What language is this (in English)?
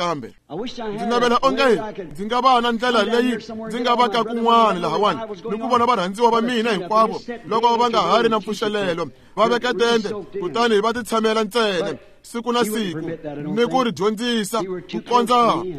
Tsonga